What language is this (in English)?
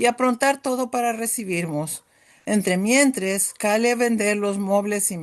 Ladino